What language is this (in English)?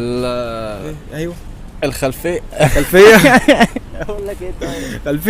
Egyptian Arabic